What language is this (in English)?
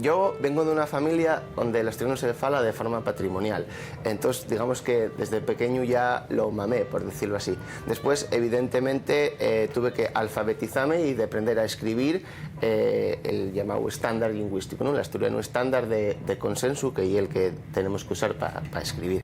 Asturian